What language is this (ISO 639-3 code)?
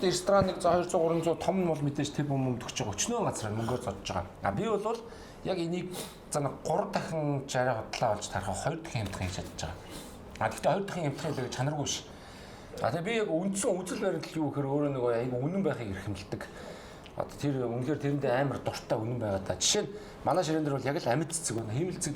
mon